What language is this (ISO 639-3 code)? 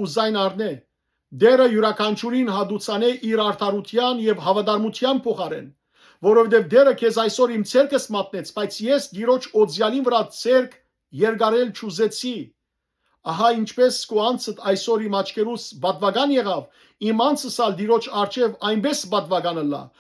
hyw